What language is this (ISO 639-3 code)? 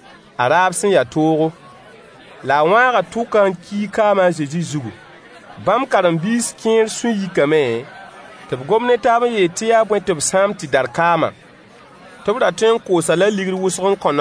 mos